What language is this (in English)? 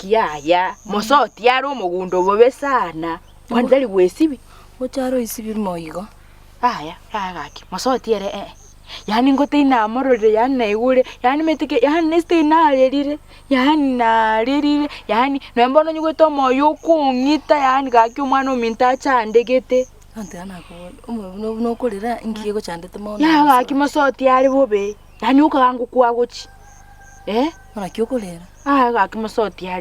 Gusii